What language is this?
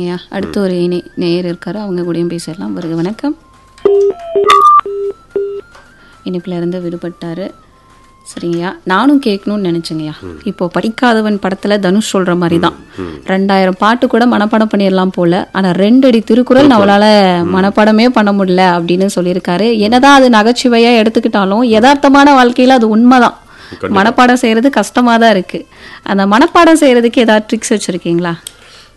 Tamil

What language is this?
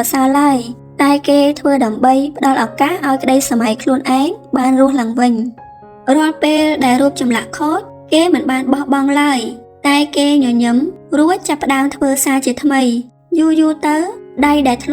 Khmer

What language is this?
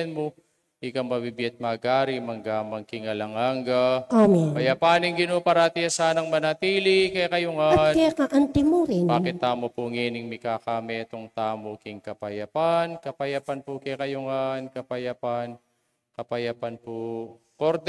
Pampanga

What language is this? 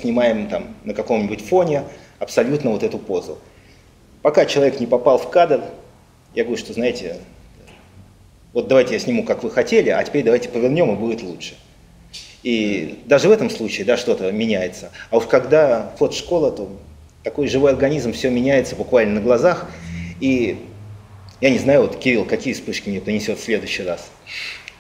Russian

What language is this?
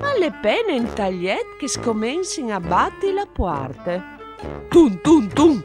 Friulian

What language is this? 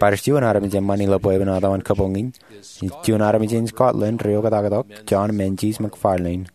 Marshallese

